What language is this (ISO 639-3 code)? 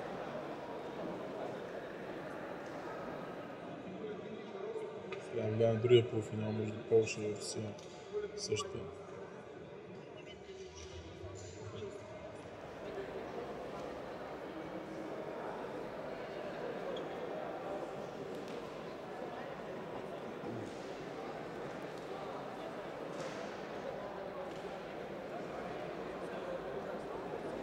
bul